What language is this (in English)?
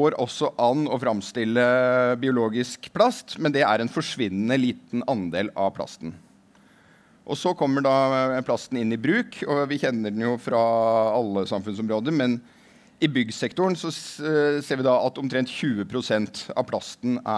Norwegian